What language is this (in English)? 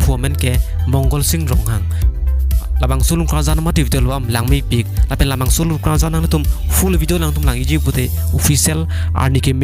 Karbi